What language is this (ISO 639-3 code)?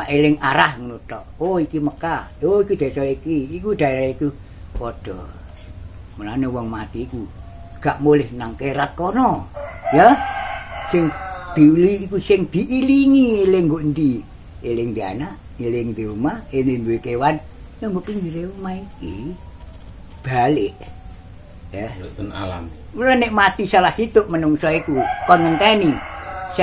jav